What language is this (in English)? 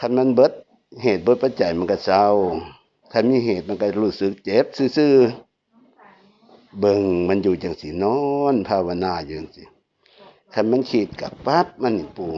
Northeastern Thai